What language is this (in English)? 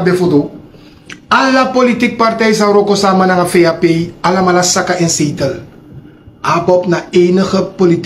Sranan Tongo